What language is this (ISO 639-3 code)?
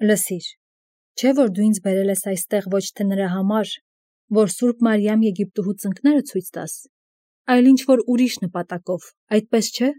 hye